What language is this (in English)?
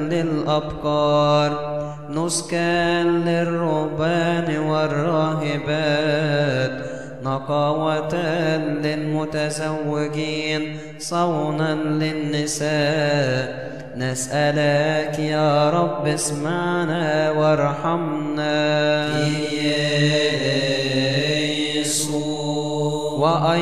Arabic